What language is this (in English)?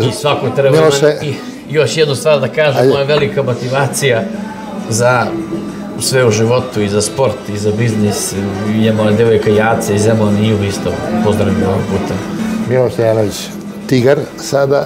Serbian